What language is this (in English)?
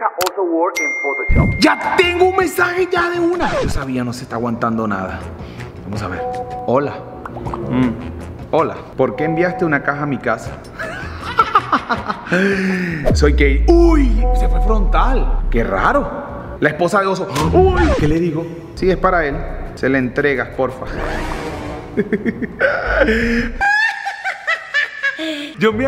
Spanish